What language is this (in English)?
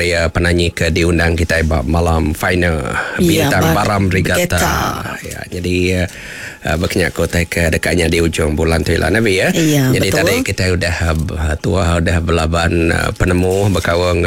Iban